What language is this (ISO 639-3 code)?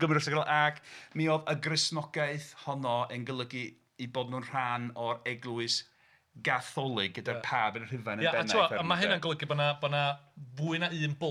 cym